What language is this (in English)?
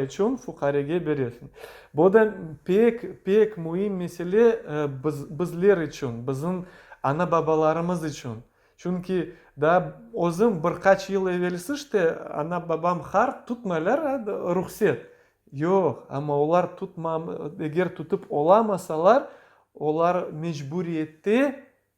Crimean Tatar